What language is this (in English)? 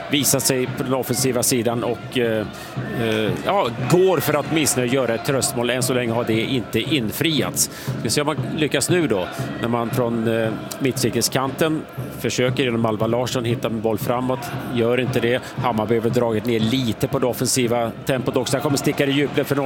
Swedish